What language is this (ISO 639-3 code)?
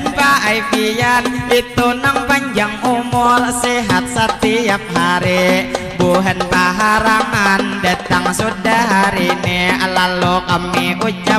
bjn